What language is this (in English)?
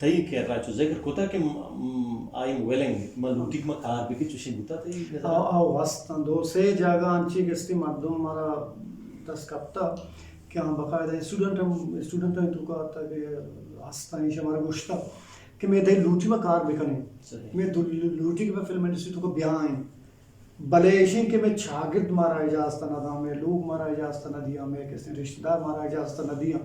Eastern Balochi